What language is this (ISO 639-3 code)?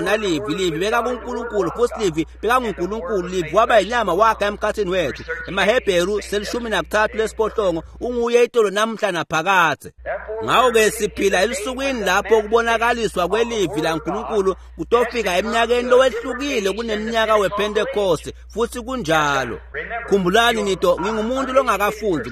ssw